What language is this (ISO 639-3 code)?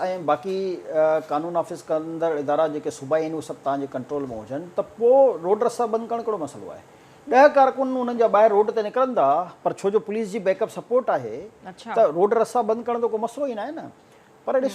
snd